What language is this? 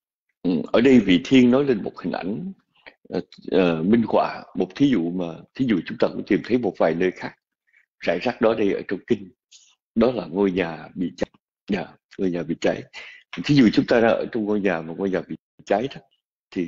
Vietnamese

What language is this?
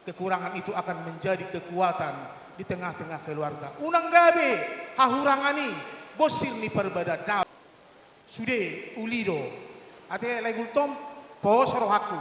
Batak Toba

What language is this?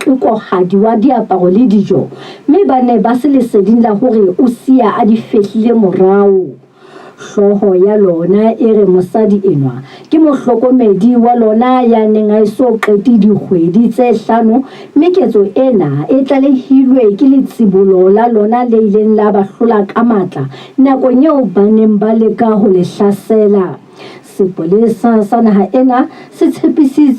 Southern Sotho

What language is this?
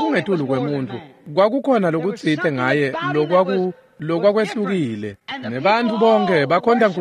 Swati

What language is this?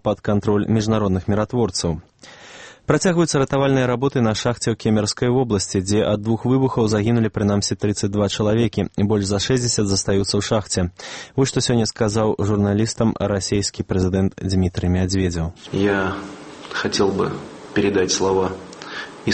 Belarusian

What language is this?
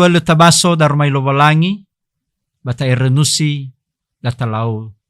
Nias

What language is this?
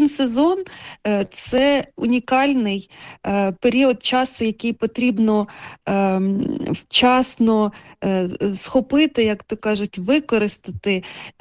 Ukrainian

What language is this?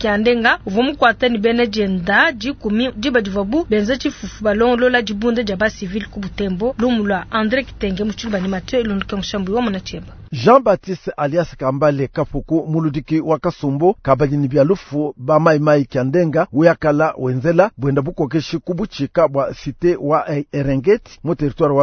Luba-Lulua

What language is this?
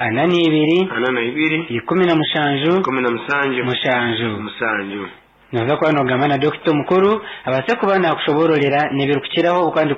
Nyankole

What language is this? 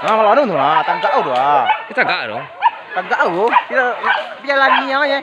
Minangkabau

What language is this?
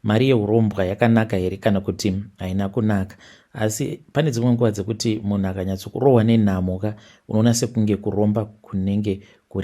Shona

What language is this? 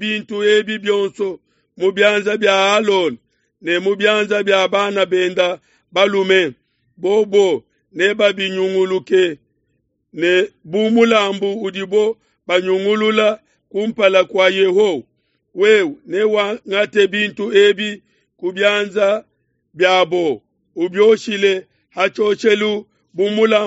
Luba-Lulua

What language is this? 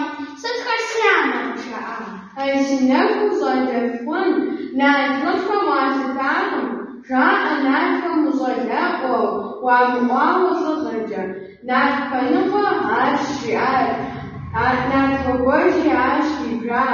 Kabardian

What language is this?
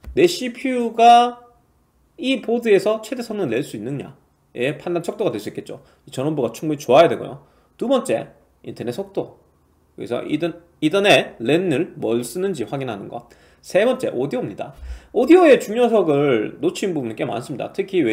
Korean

